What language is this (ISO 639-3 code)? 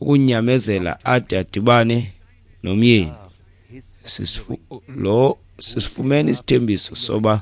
xho